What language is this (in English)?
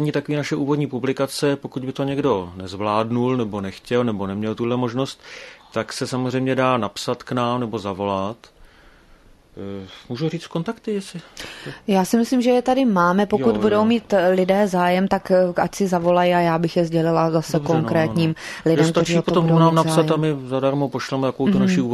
Czech